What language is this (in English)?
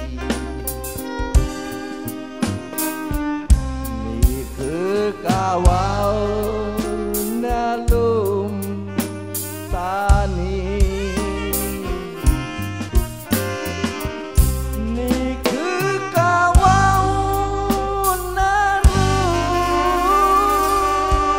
Thai